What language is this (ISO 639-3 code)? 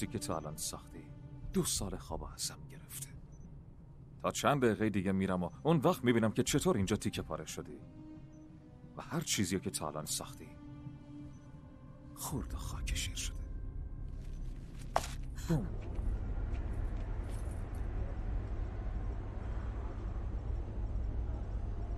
fas